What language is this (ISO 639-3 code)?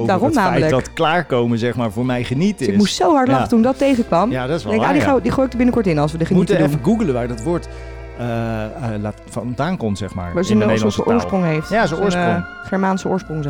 nld